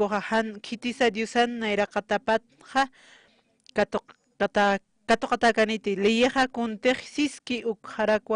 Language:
Aymara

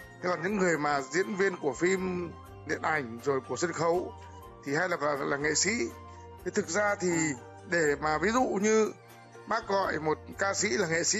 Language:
Vietnamese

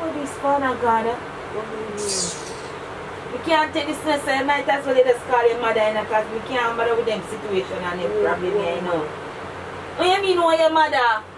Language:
Jamaican Creole English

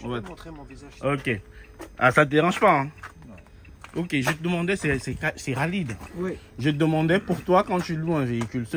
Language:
French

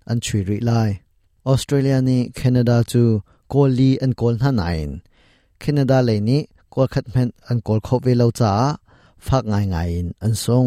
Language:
Hakha Chin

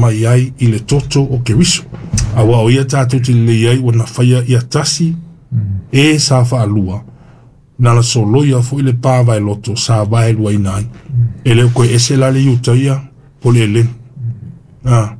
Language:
Samoan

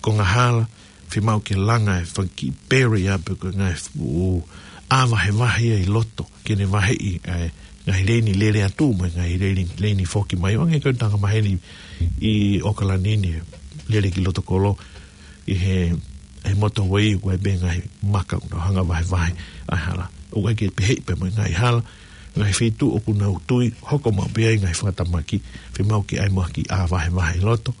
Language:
Tongan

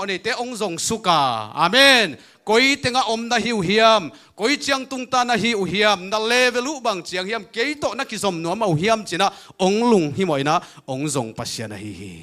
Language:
Tedim Chin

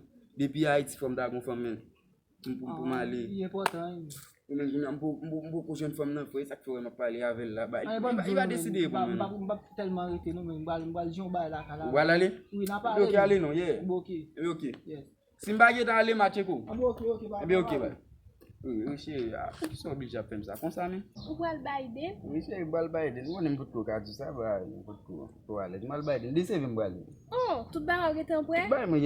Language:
Haitian Creole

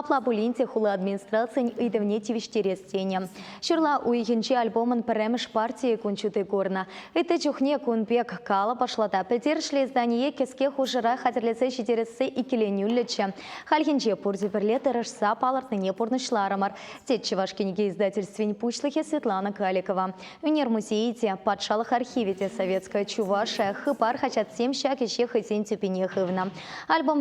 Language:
Chuvash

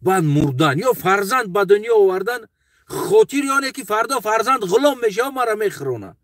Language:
Tajik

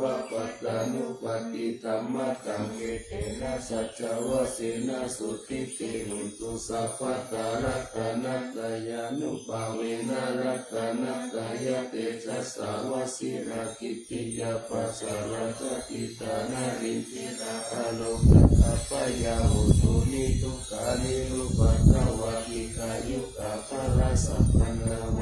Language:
Pali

